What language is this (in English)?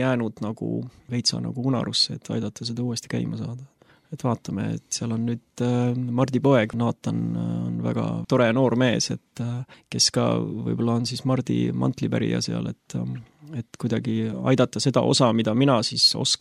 Estonian